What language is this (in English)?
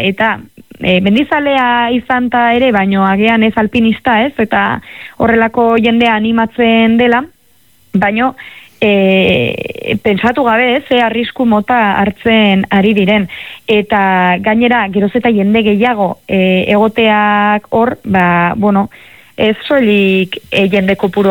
Basque